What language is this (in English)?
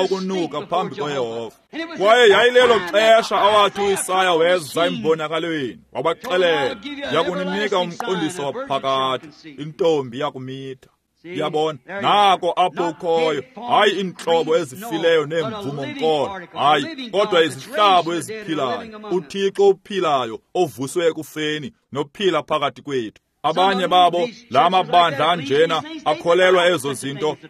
Xhosa